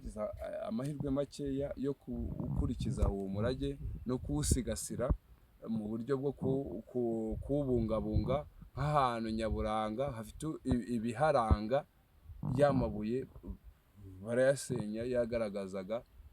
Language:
Kinyarwanda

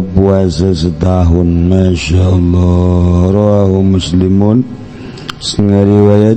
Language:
Sundanese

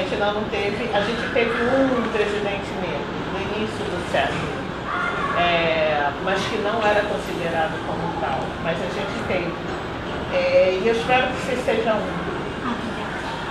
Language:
Portuguese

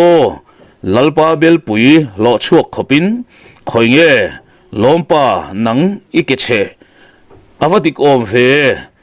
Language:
Mizo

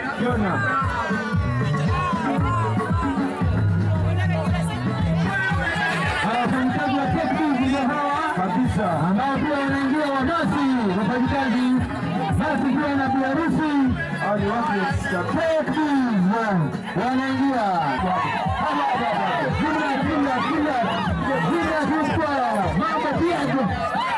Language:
Swahili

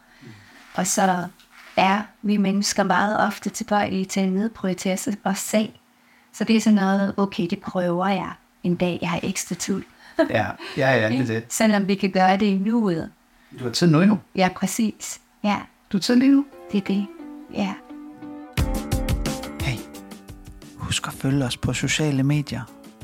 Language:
Danish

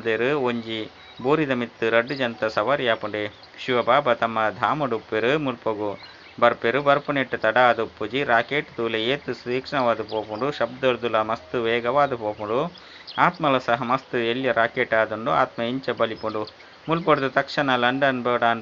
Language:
Tulu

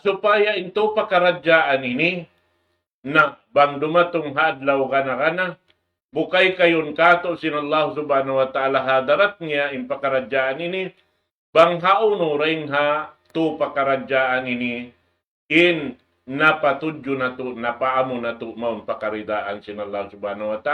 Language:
Tausug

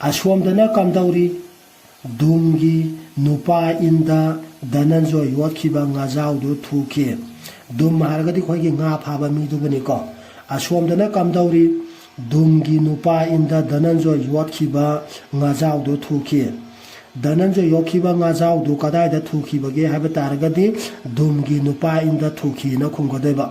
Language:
Manipuri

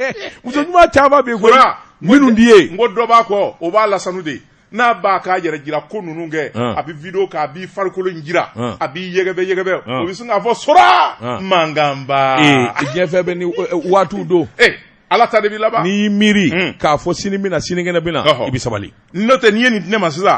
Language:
Bambara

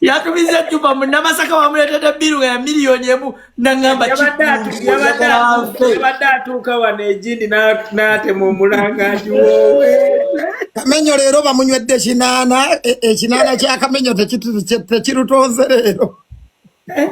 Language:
Ganda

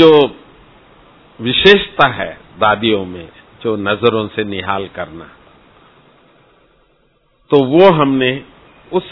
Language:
Hindi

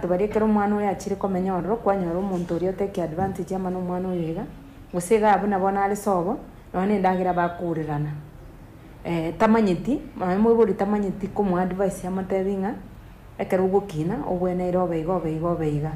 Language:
Gusii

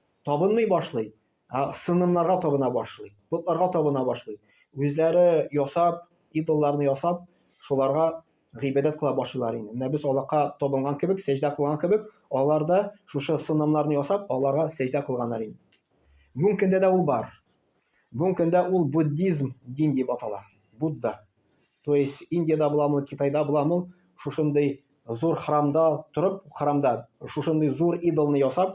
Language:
Tatar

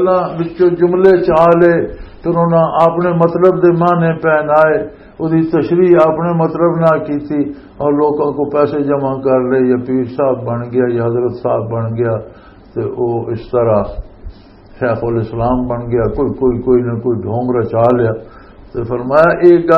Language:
Western Panjabi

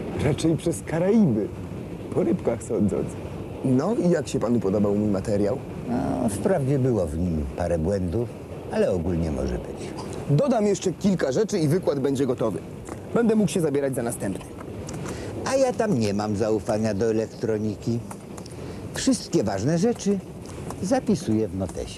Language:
Polish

